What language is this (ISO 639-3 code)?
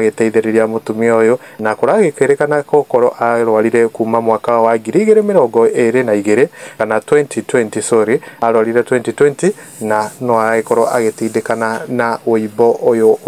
kik